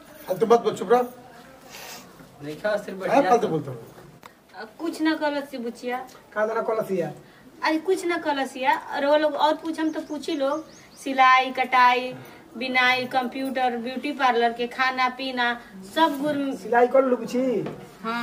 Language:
Bhojpuri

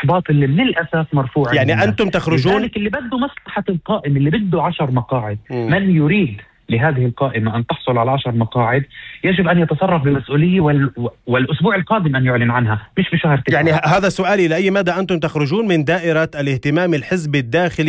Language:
North Levantine Arabic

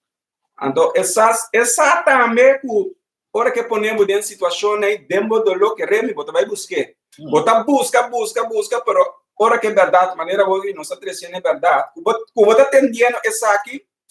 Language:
Papiamento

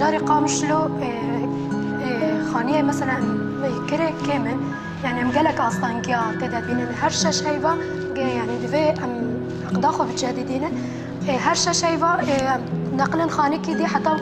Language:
Kurdish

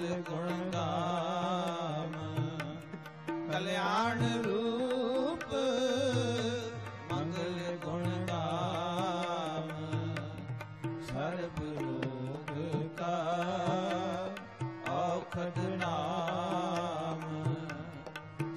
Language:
Punjabi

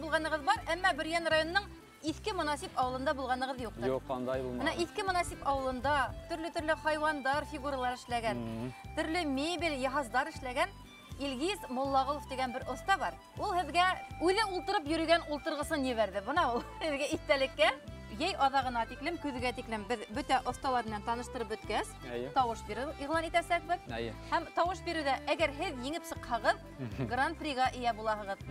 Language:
Bashkir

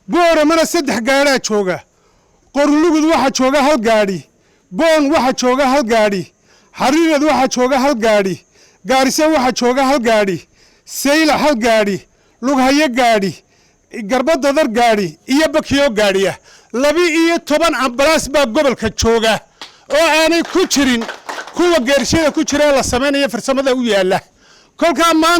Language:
Somali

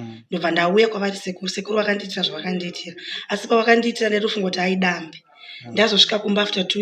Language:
Shona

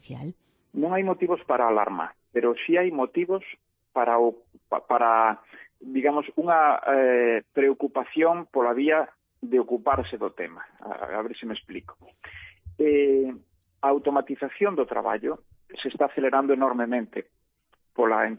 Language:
Galician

